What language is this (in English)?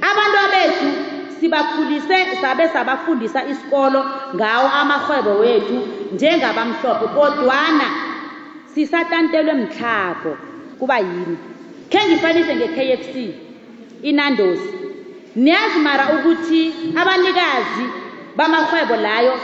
South Ndebele